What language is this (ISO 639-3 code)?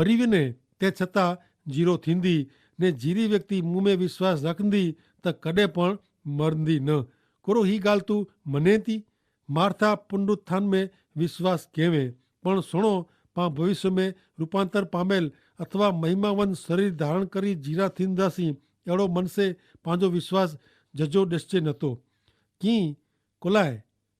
kfr